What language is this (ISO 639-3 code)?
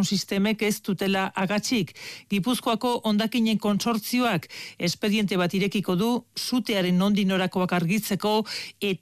eus